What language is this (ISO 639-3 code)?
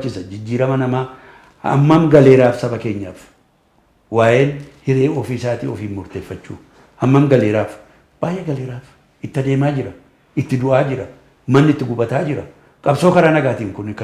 orm